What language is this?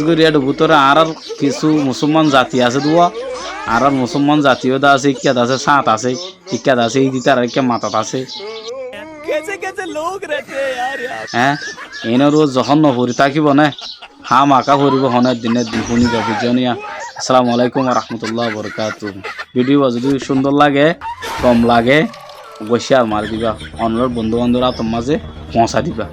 Rohingya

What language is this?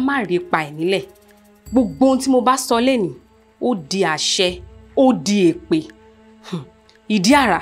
Yoruba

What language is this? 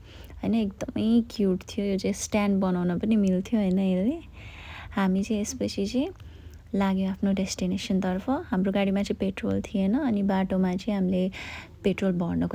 Nepali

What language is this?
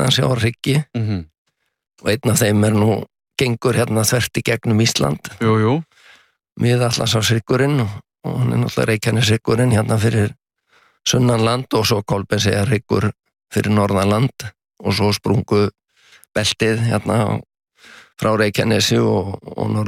Icelandic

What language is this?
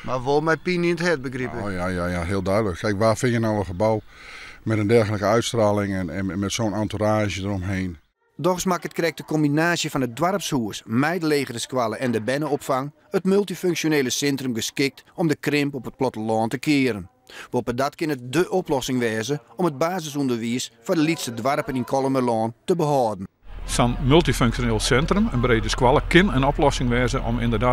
Western Frisian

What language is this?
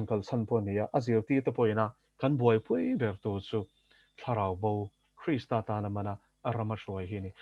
Mizo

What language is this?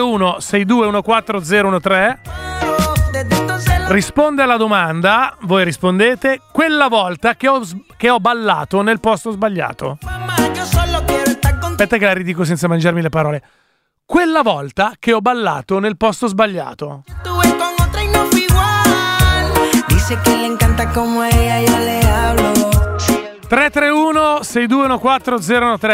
Italian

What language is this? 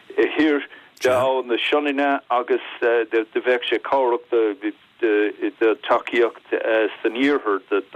Irish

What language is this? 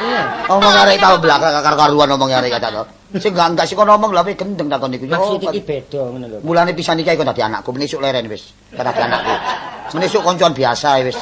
Javanese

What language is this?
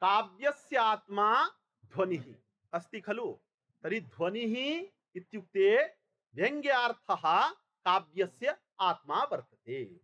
Sanskrit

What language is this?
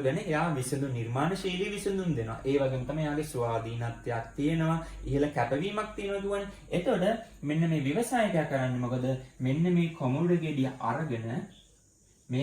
Sinhala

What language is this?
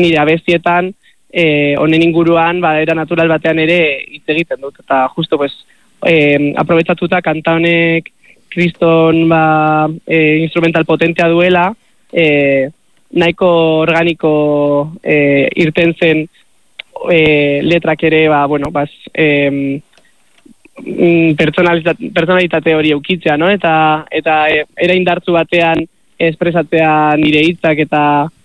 Basque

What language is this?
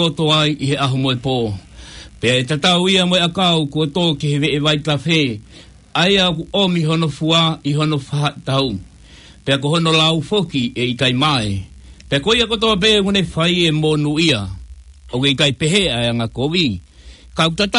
Tongan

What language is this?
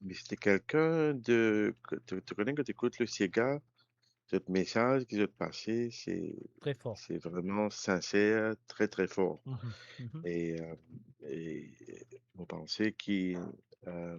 Morisyen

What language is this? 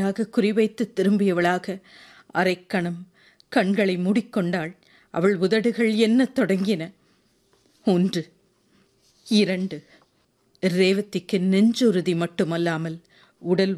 Tamil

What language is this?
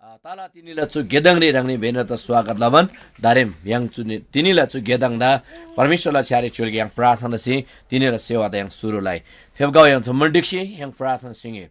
Eastern Tamang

